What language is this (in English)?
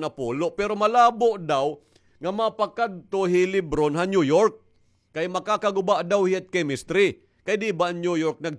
Waray